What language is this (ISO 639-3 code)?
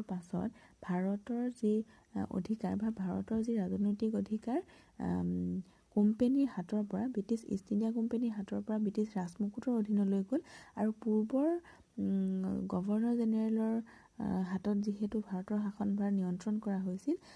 asm